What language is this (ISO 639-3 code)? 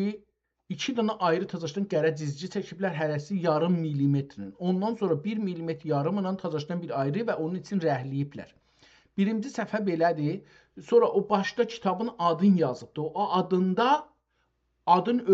azb